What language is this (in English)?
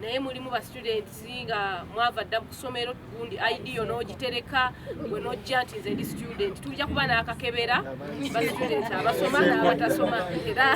Ganda